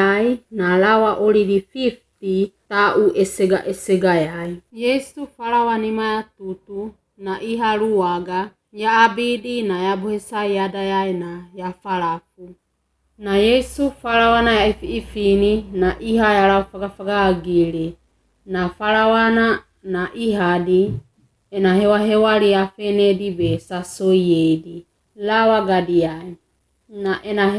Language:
Wagawaga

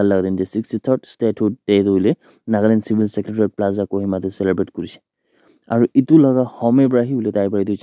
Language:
Naga Pidgin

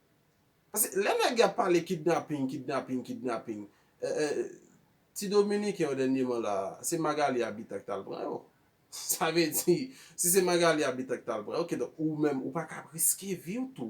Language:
Haitian Creole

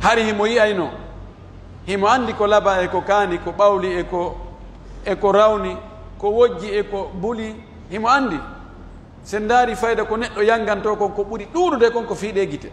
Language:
Pular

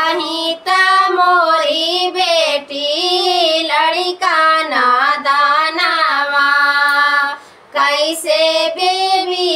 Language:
Bhojpuri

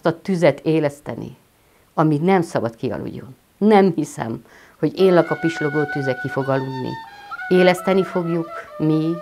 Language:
Hungarian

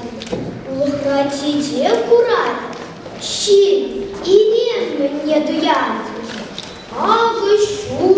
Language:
Chuvash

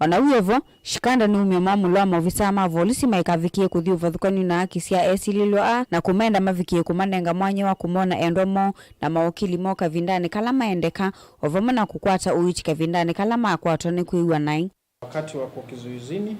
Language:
Kamba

